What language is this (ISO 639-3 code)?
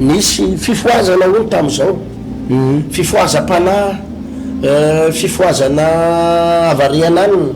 mlg